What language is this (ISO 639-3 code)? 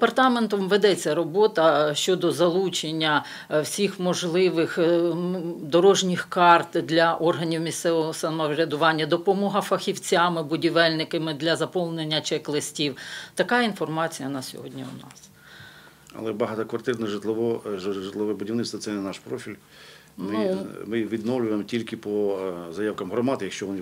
ukr